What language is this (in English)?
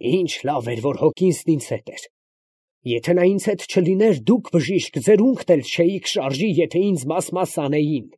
Armenian